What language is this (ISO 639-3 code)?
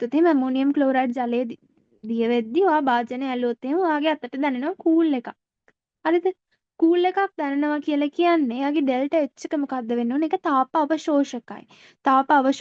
sin